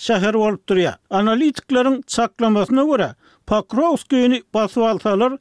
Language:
Turkmen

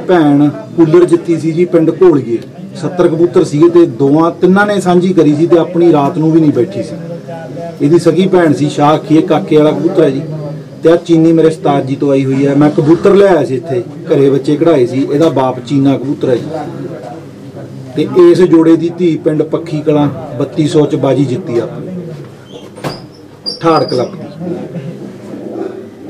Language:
Punjabi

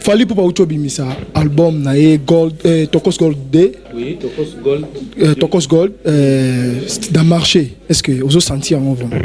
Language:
Lingala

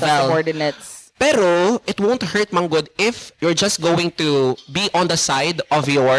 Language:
Cebuano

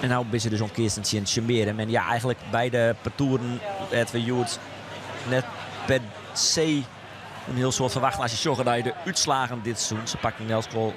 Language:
Western Frisian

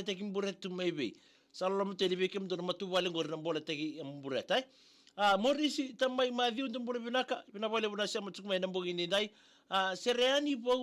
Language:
Fijian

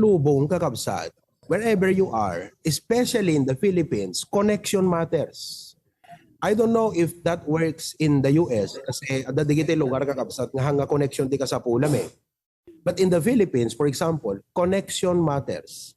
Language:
Iloko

